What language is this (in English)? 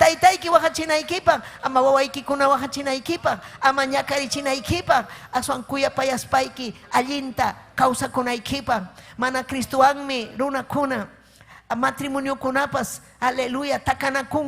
Ayacucho Quechua